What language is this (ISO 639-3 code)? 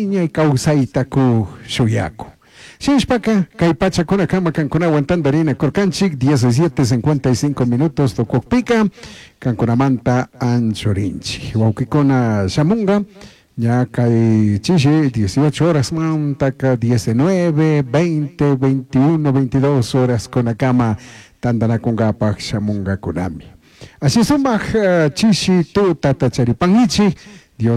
qug